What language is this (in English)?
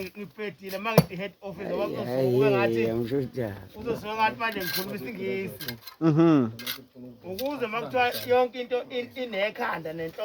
Zulu